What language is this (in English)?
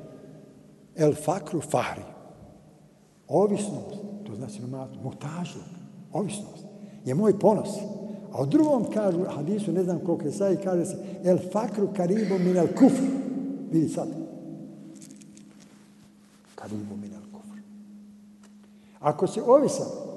Bosnian